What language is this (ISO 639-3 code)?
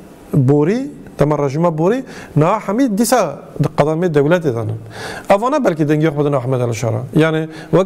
kur